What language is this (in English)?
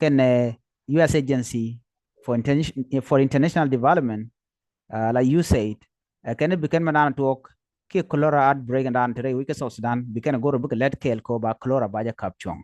Nuer